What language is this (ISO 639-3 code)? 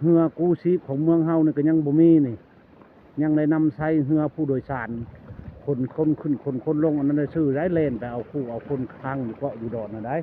lao